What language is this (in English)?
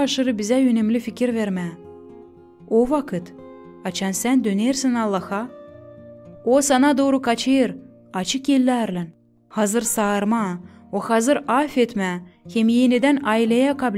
Gagauz